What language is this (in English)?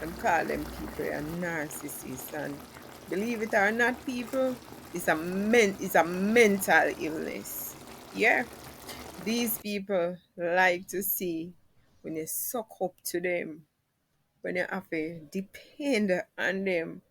Jamaican Creole English